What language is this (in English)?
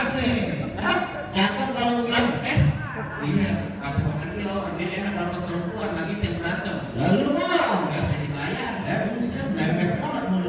Betawi